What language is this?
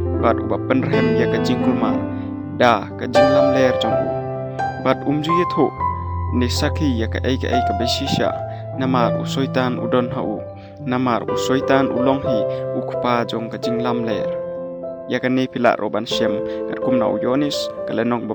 Khasi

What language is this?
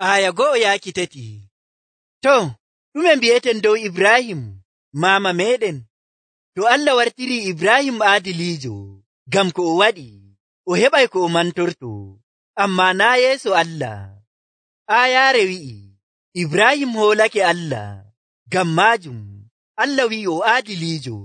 Nigerian Fulfulde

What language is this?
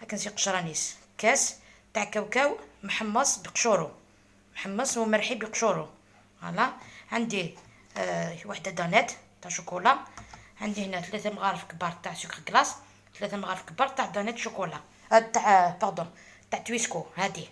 Algerian Arabic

